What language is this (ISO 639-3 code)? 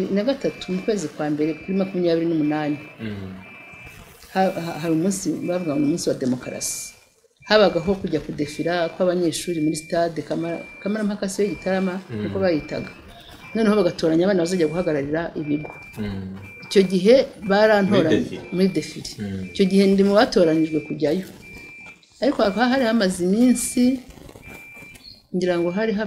kin